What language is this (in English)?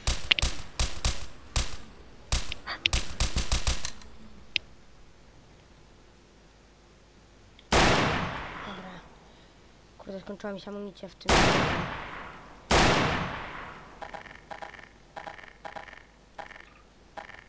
Polish